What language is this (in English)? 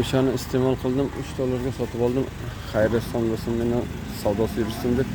Uzbek